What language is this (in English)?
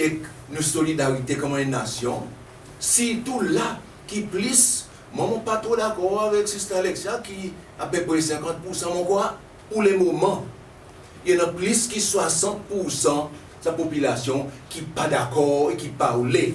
Seselwa Creole French